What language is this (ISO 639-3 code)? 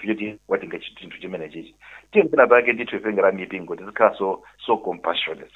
nya